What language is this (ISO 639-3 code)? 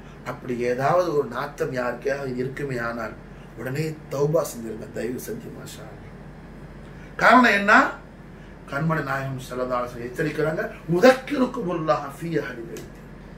tam